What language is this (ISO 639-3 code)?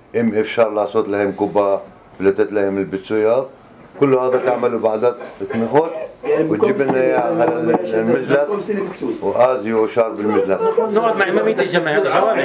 apc